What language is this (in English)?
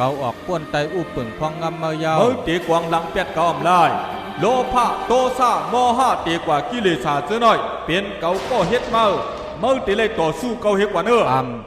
Shan